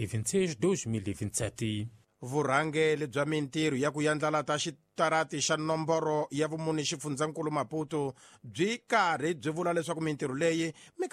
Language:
Tsonga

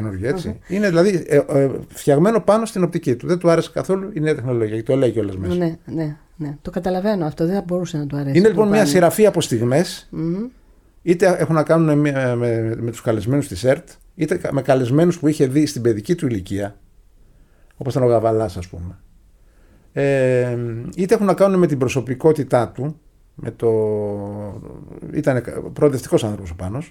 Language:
Greek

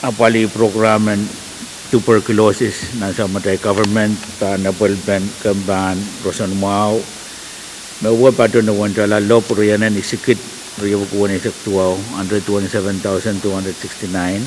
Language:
Pohnpeian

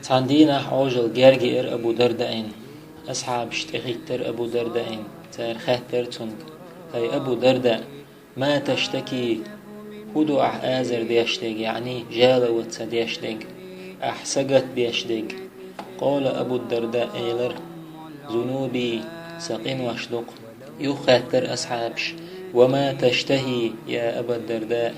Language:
Chechen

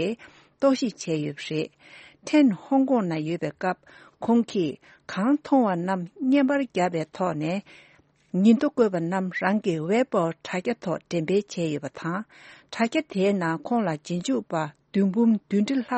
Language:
Tibetan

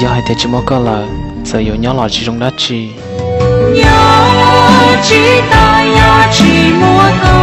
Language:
Hmong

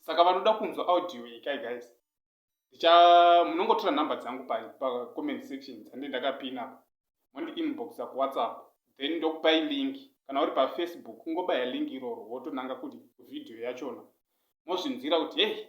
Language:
Shona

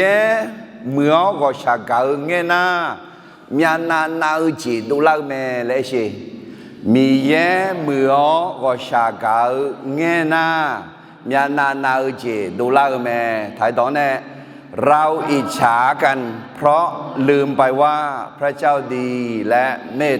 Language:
Akha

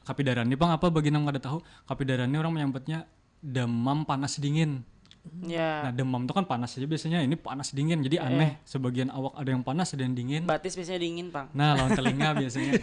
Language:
Banjar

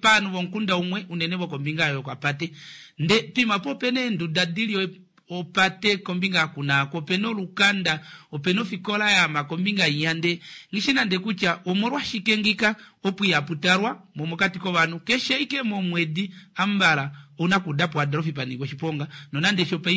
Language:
Kuanyama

